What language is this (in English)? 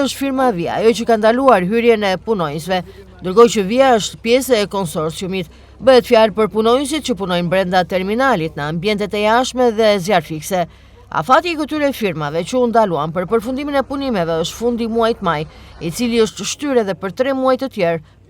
Albanian